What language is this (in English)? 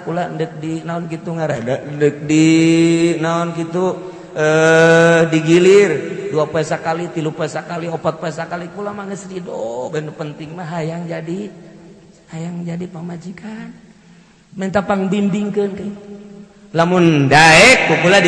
Sundanese